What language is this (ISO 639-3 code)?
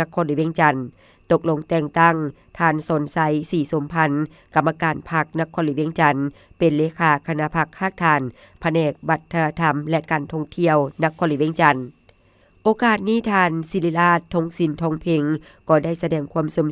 lao